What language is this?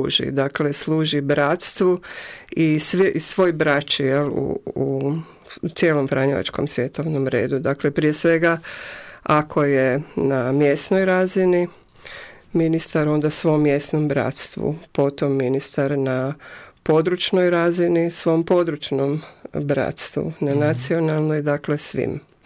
Croatian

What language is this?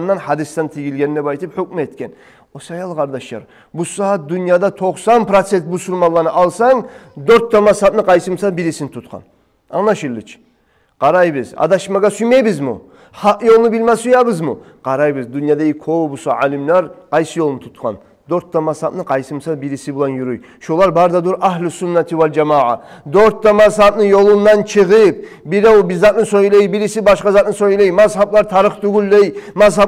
Kumyk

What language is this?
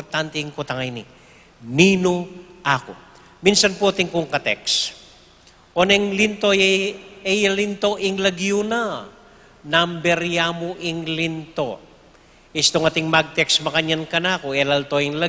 Pampanga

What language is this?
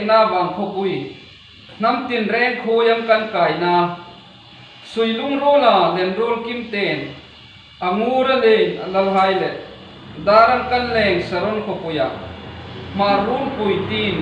Hmar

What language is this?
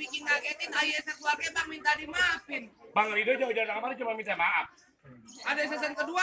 Betawi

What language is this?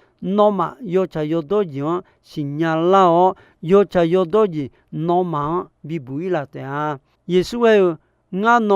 Akha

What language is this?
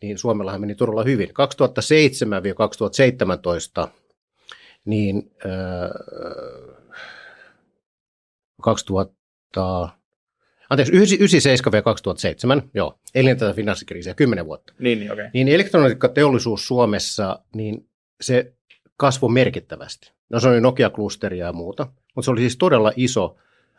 Finnish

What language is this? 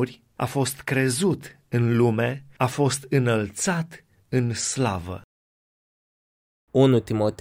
Romanian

